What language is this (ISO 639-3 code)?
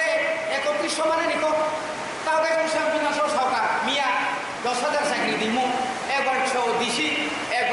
trp